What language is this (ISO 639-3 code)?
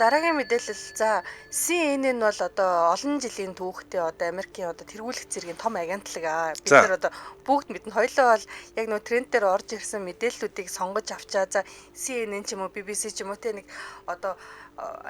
mon